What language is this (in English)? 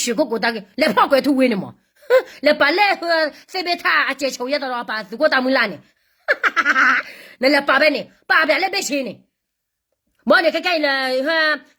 S'gaw Karen